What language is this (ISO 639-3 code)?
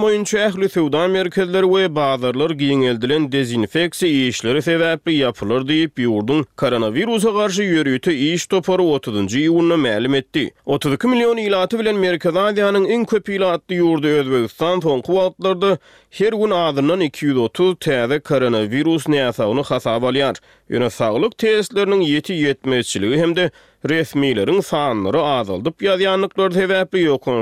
tuk